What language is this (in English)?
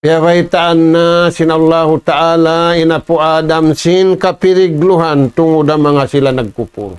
Tausug